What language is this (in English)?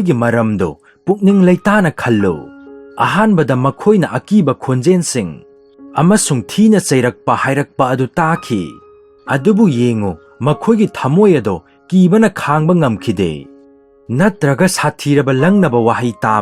Manipuri